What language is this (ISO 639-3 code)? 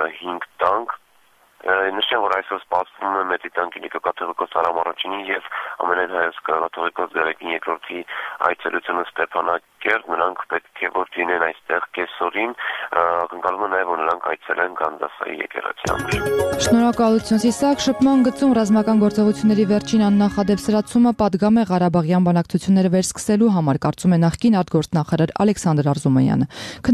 hye